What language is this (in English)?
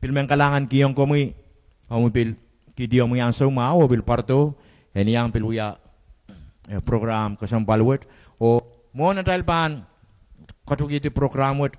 Pohnpeian